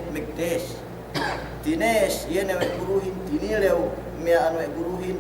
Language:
Yakan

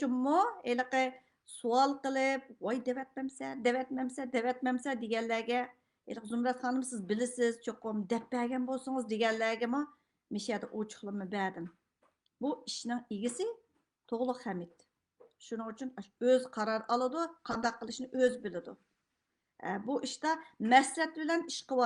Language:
Uyghur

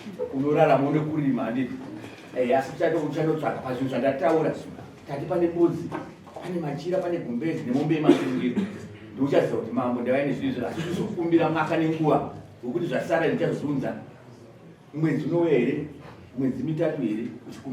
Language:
Shona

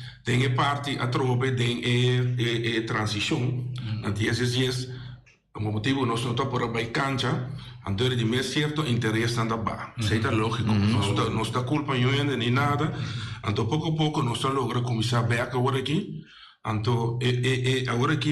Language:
Papiamento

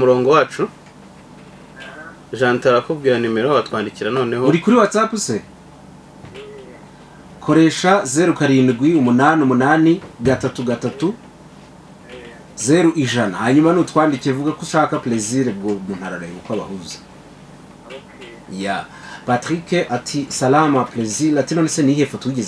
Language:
Kinyarwanda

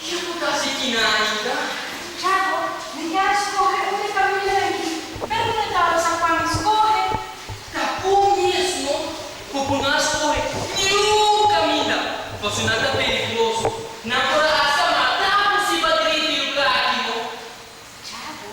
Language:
Papiamento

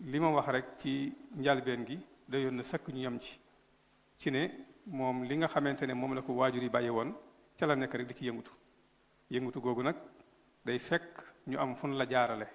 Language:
Wolof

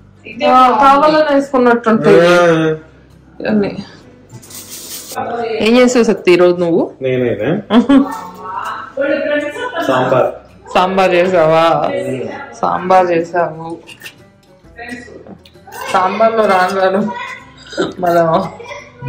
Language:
Telugu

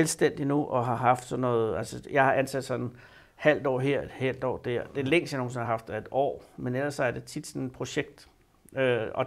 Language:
Danish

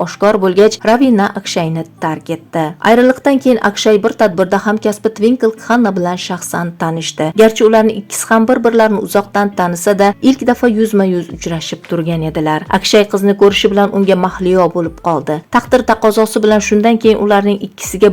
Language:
Uzbek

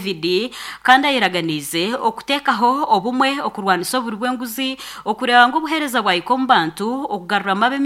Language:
Nyankole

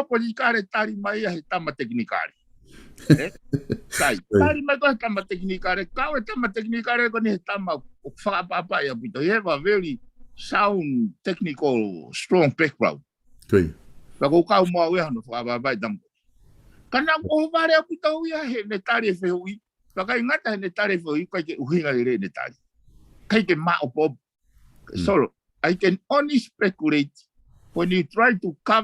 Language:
Tongan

